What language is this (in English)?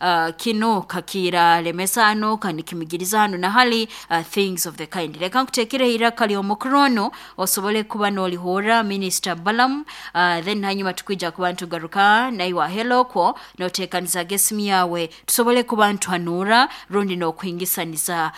Nyoro